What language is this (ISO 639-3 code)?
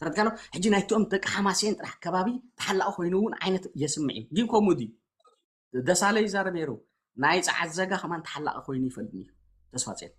tir